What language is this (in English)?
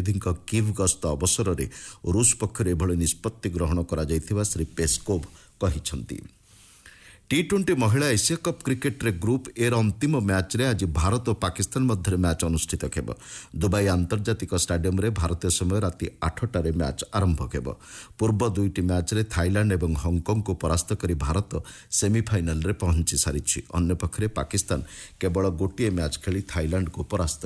Odia